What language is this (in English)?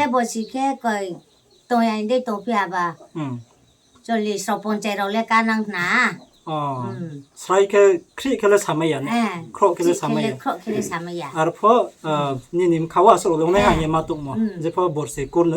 Riang (India)